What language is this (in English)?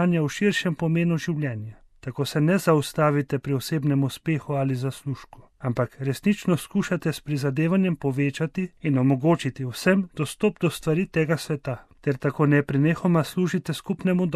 Slovenian